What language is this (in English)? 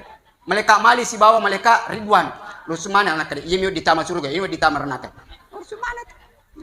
Buginese